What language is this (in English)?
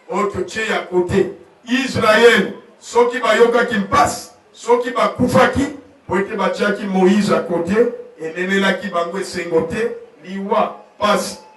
Lingala